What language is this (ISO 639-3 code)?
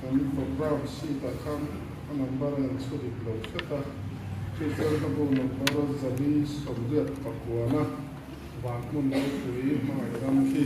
lus